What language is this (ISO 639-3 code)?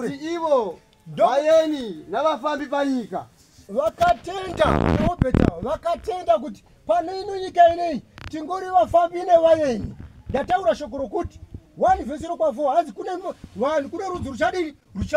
sna